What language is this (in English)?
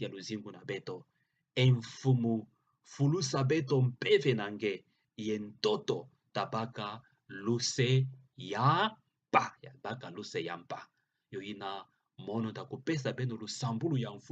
Kituba (Democratic Republic of Congo)